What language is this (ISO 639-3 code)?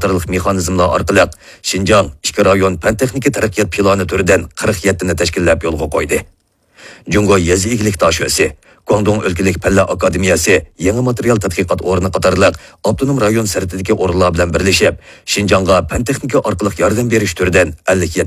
uig